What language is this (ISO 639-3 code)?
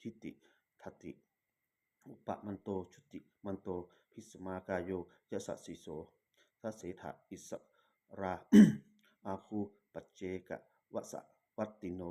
pli